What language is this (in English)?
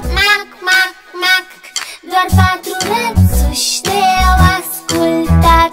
Romanian